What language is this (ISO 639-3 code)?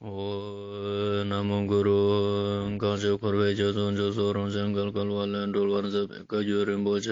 lbj